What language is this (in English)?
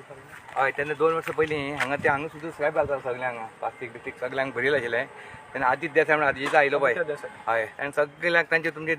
Konkani